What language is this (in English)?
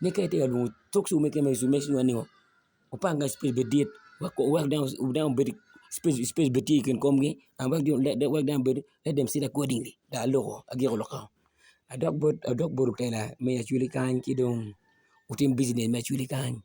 Acoli